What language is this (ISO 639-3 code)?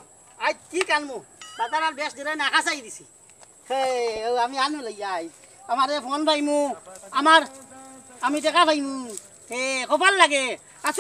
syl